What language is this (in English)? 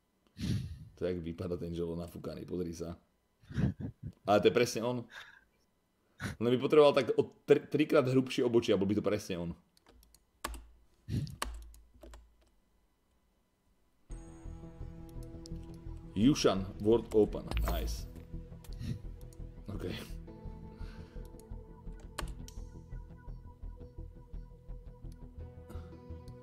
Slovak